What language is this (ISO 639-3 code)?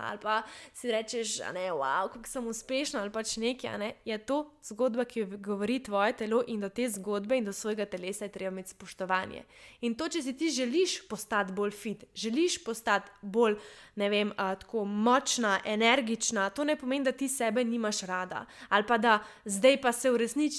slv